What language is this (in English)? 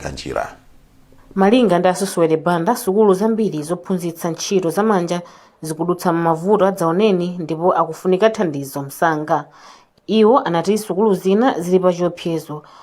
Nyanja